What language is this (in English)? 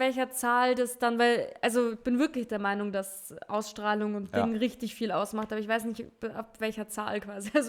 Bavarian